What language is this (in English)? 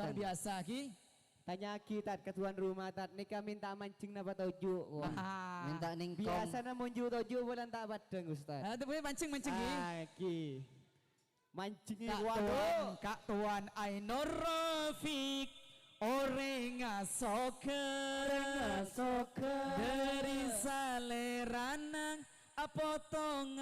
Madurese